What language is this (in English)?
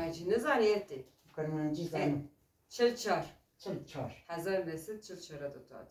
Kurdish